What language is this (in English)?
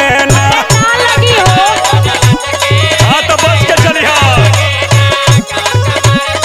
Bhojpuri